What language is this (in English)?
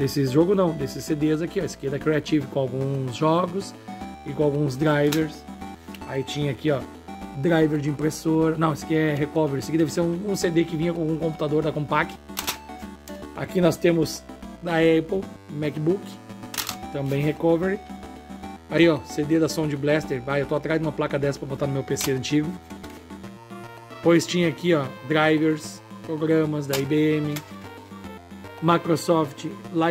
Portuguese